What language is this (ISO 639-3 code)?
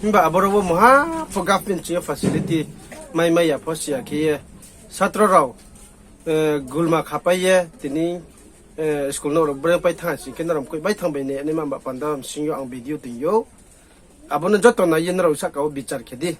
ria